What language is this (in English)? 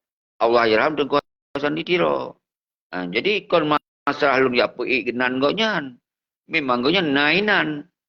Achinese